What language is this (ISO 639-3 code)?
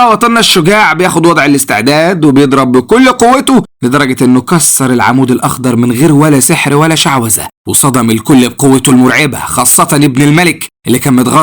arz